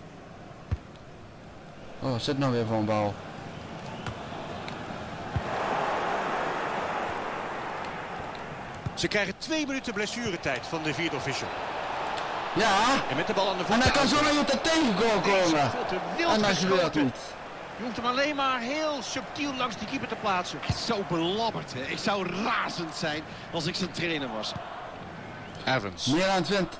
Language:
Dutch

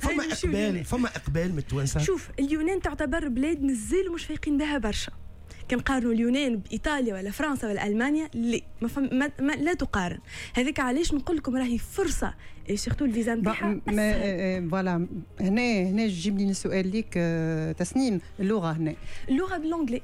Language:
Tunisian Arabic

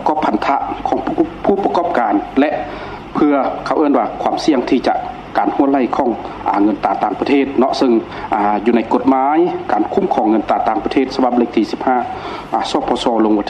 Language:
Lao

